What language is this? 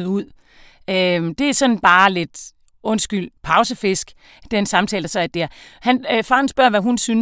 Danish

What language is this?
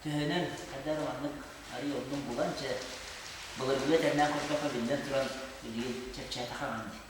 Yakut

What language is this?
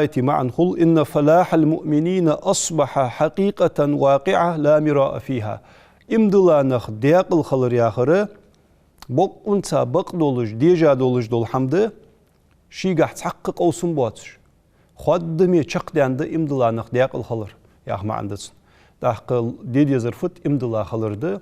Ingush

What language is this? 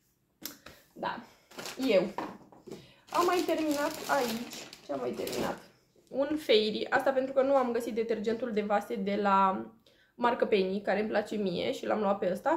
Romanian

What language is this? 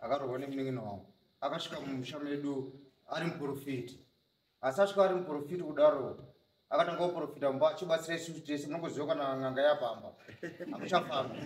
Shona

